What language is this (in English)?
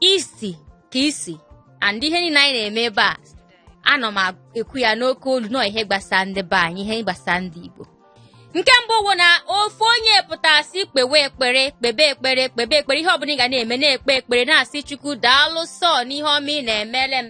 Igbo